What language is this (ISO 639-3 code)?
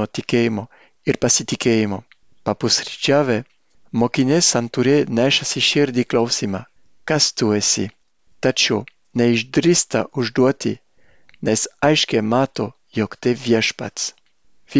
lit